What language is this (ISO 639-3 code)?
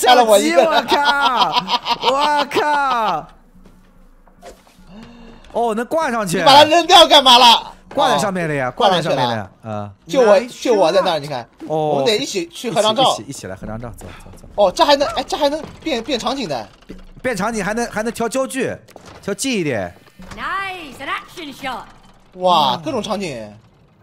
zho